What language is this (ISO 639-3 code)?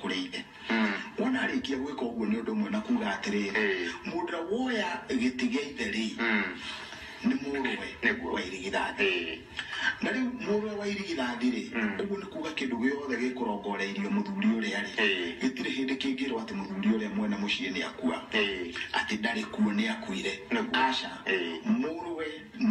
kik